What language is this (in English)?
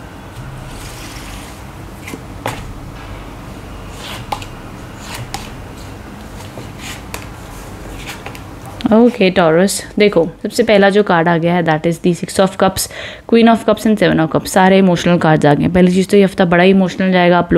Hindi